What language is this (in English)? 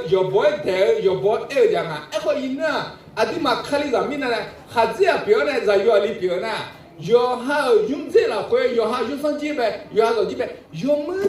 Akha